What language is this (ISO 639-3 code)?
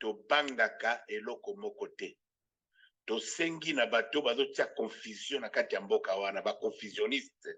lin